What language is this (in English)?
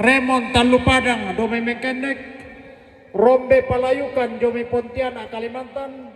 Toraja-Sa'dan